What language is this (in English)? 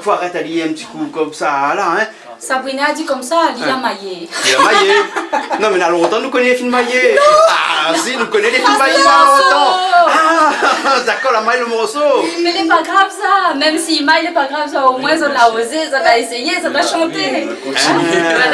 Réunion Creole French